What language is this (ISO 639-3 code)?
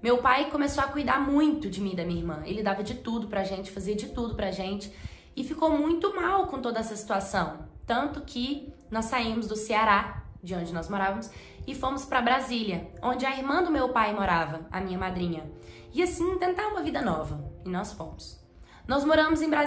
por